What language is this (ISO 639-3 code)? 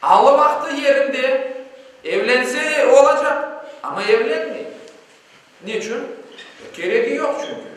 crh